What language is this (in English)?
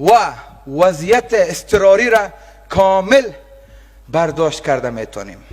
Persian